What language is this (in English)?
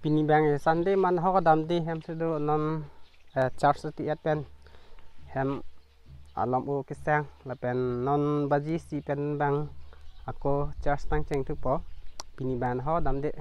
Karbi